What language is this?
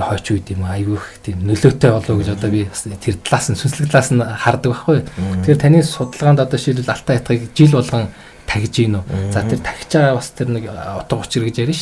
Mongolian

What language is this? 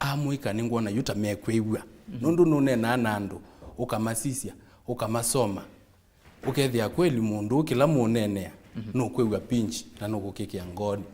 Kamba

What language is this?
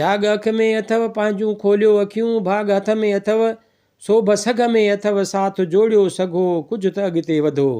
Sindhi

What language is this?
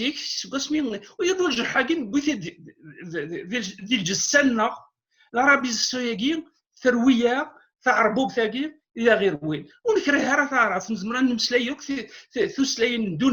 Kabyle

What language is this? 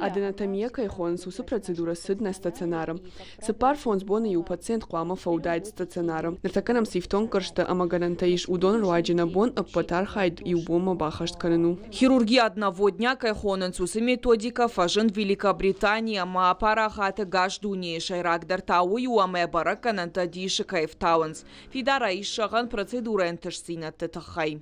Ossetic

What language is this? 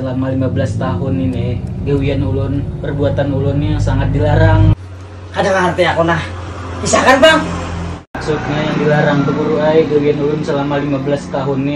Banjar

